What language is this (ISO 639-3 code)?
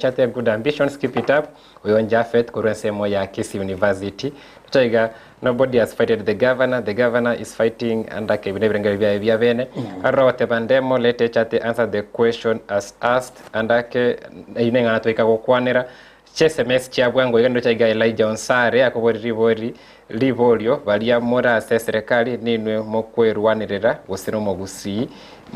guz